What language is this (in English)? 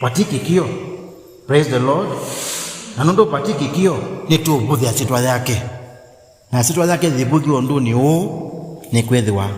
Kamba